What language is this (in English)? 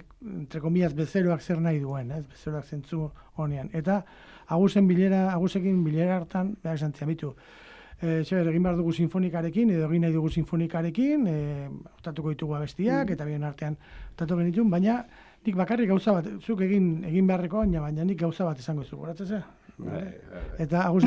Basque